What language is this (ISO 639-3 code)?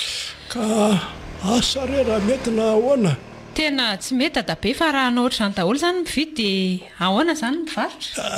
mlg